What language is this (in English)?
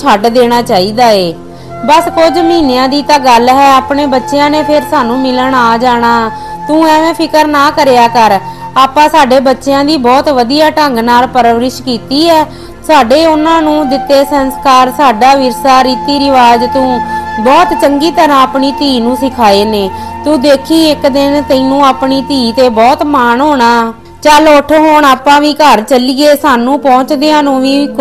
Punjabi